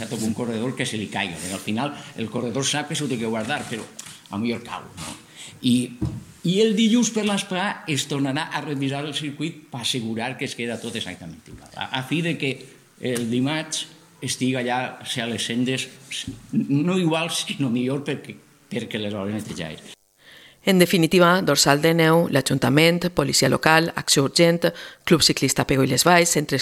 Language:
Catalan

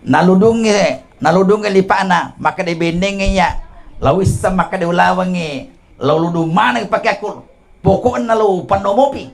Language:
Buginese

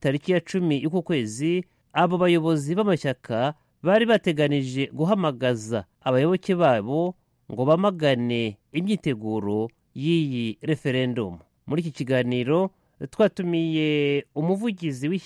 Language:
Kinyarwanda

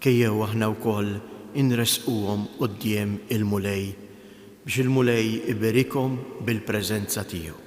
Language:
Maltese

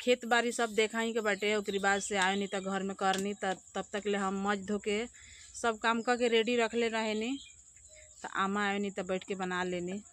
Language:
Bhojpuri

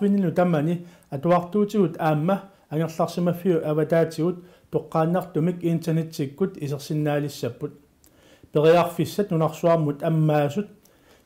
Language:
Kalaallisut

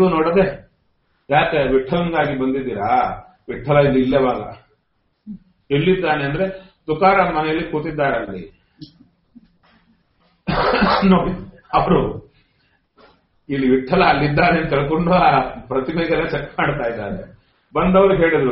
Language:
Kannada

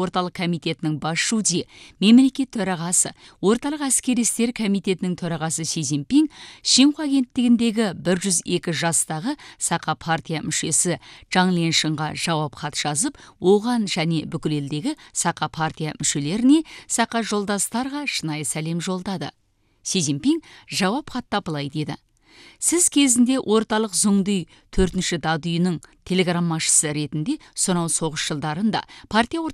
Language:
Kazakh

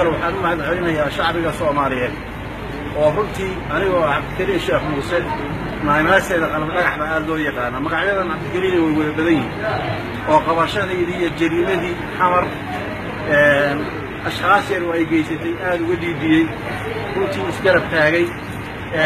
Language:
Somali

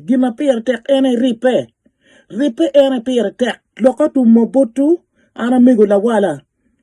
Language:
Acoli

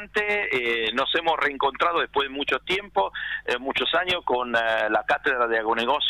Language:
Spanish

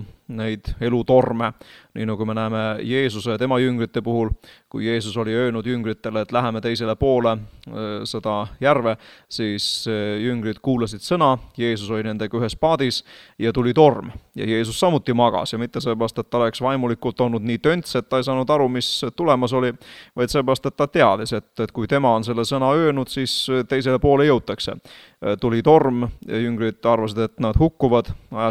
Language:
Estonian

